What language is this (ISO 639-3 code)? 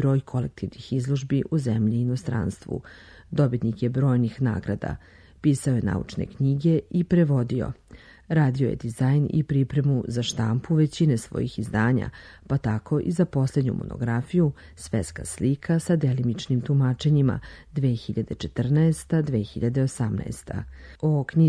srp